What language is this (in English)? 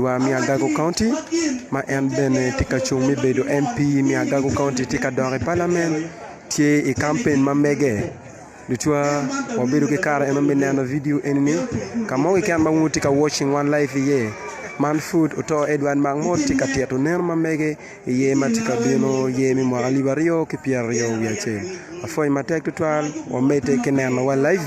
Acoli